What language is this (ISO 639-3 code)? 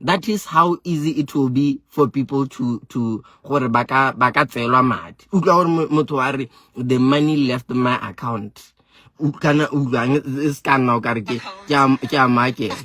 sot